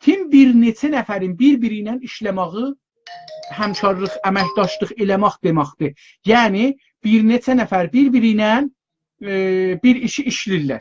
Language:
South Azerbaijani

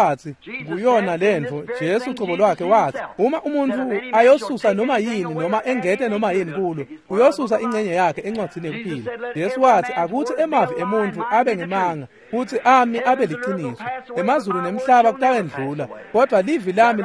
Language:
Swati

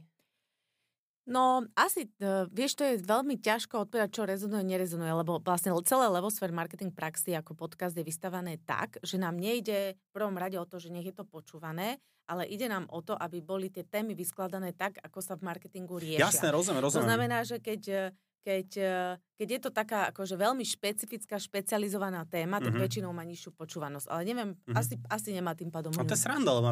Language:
Slovak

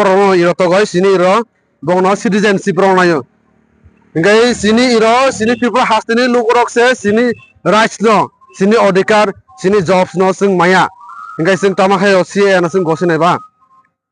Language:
Riang (India)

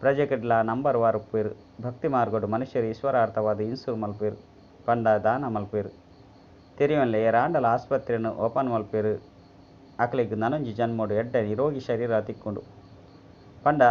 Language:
Tulu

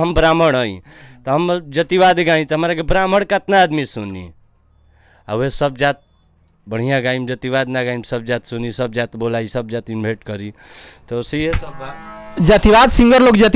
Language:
Bhojpuri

